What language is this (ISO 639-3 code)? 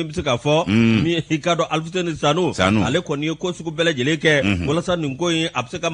bam